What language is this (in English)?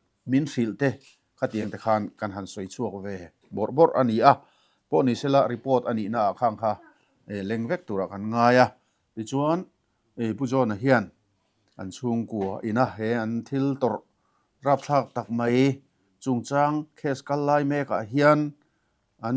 Mizo